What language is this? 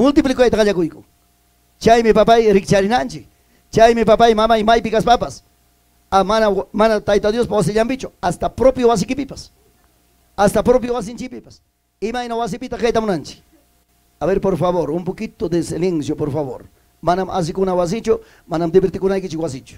Ayacucho Quechua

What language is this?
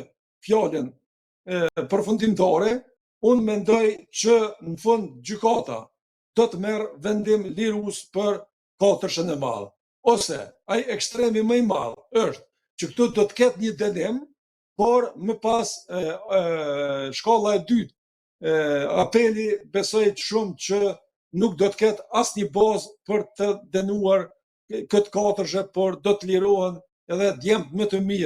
Albanian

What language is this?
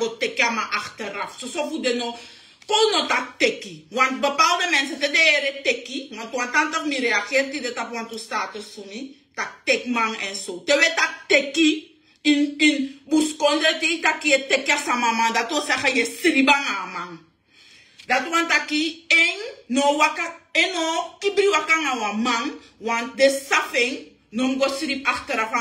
Sranan Tongo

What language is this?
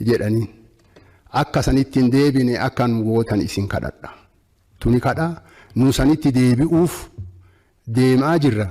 Oromo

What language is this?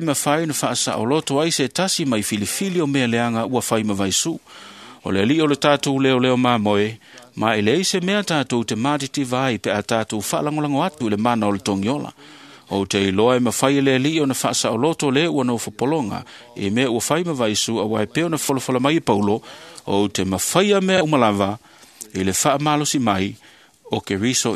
Samoan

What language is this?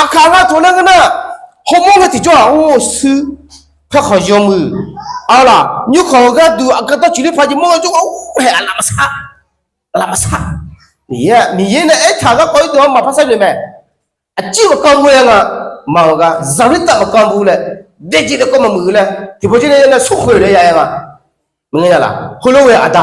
Akha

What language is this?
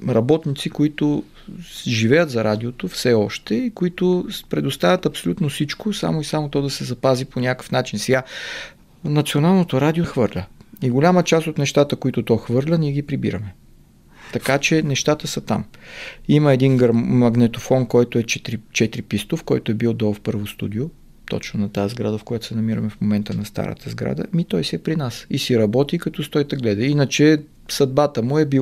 Bulgarian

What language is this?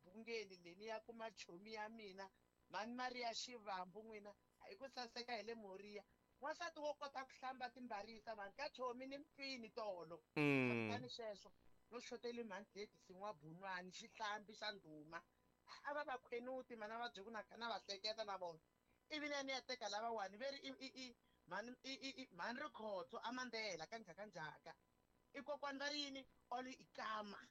Tsonga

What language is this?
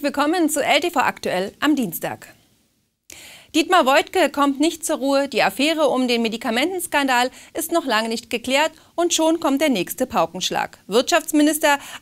German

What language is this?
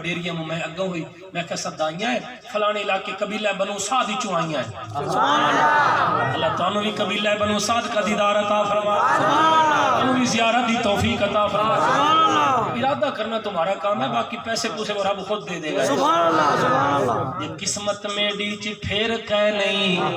Saraiki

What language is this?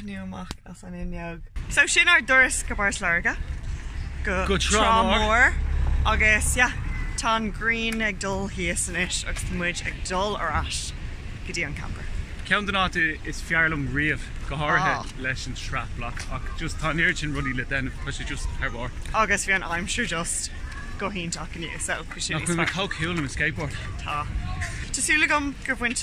Irish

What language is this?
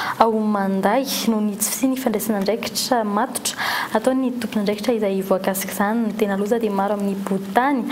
Malagasy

